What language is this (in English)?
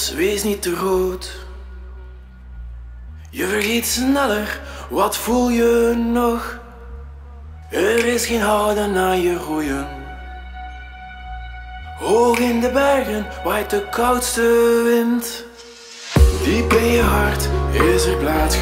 Dutch